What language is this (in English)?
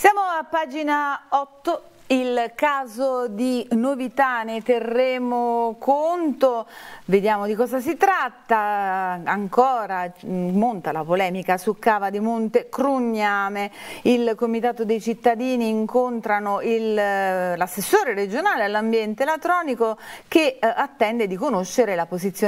Italian